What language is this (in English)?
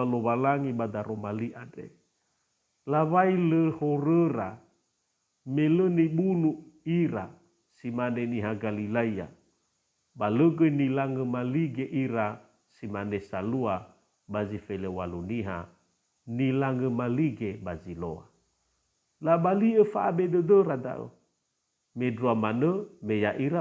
Nias